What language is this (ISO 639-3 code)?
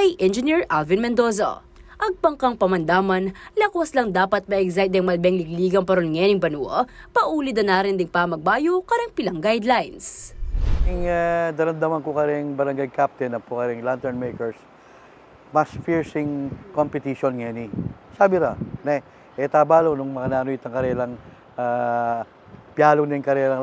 pam